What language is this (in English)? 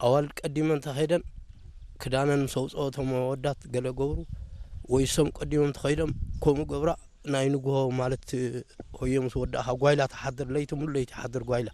Tigrinya